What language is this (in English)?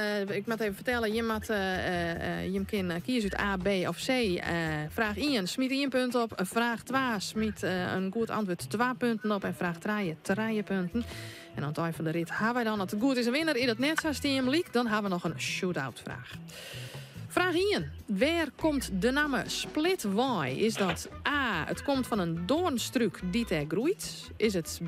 Western Frisian